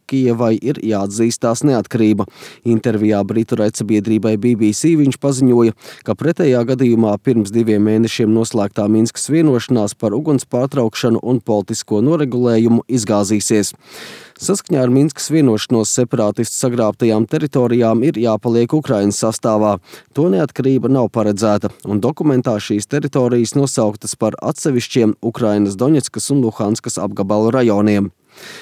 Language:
Latvian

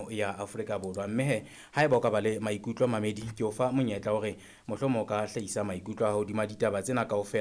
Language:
Southern Sotho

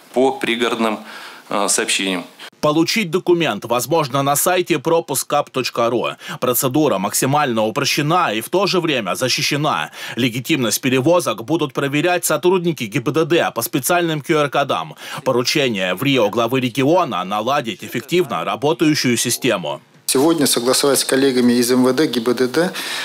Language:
Russian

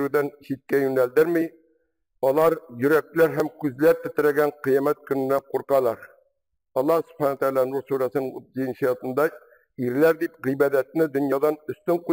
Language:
Tatar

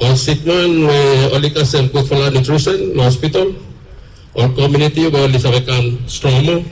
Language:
Bislama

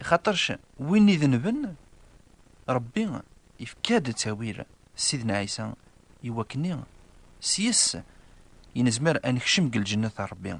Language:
Kabyle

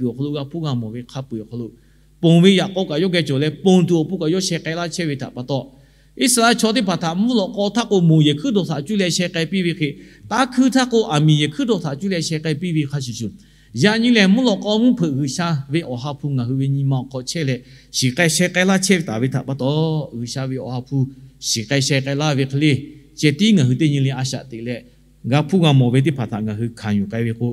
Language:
Lahu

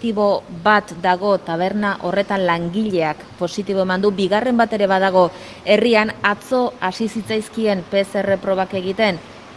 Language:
Basque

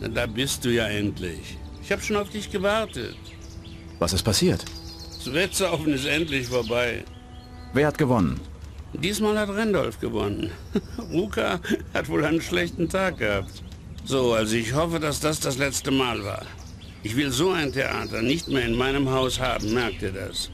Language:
Bavarian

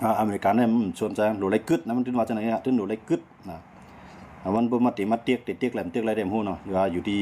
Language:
Shan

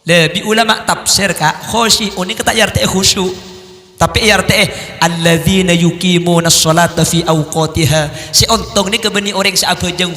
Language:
Madurese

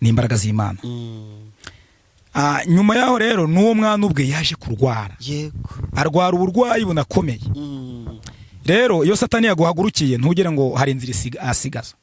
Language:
Kinyarwanda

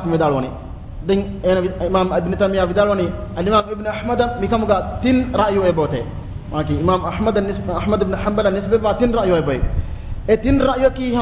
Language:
Divehi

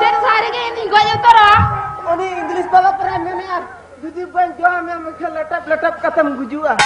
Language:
Santali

